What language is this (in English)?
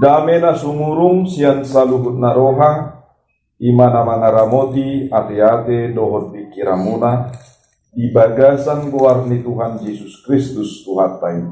Batak Toba